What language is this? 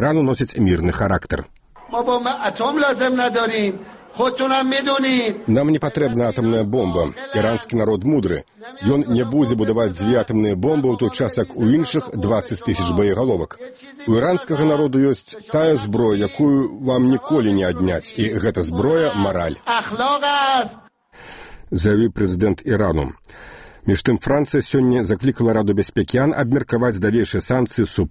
Belarusian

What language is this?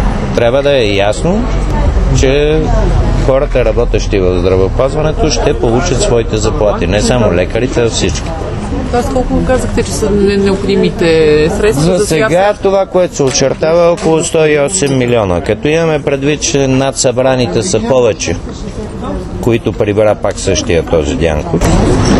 Bulgarian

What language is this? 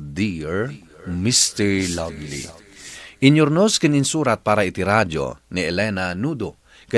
Iloko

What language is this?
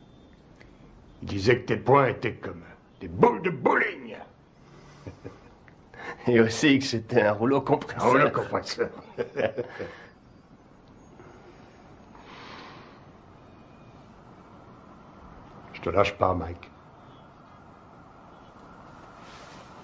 French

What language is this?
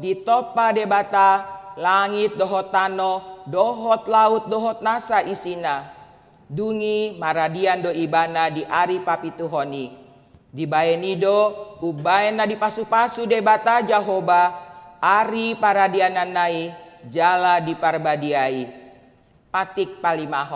Batak Toba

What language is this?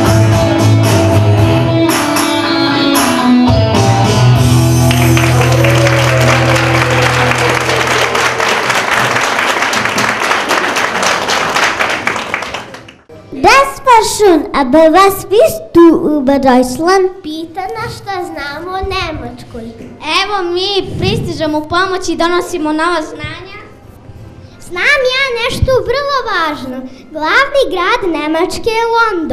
Serbian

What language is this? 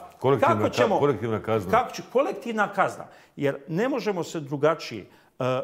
Bosnian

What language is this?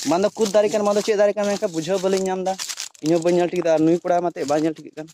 Santali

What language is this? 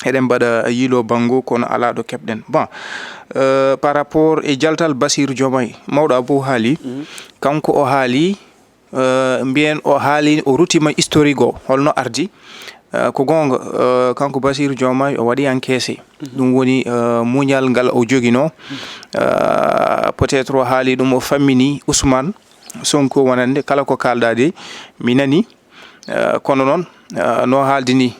Fula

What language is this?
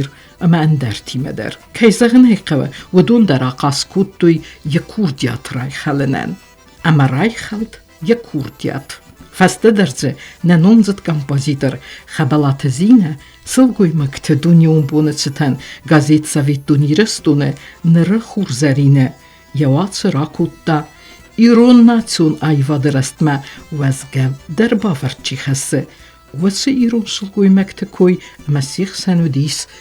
Ossetic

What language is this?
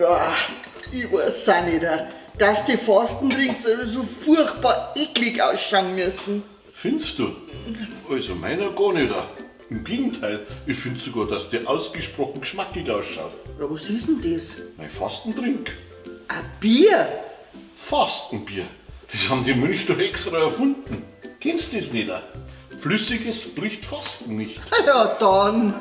Bavarian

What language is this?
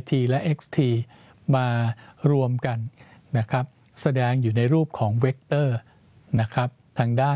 Thai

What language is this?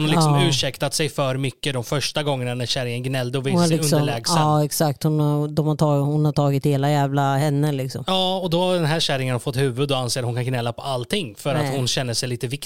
Swedish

